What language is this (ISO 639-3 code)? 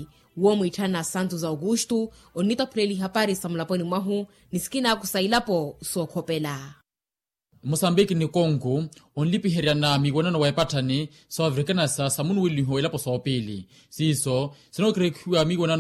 vmw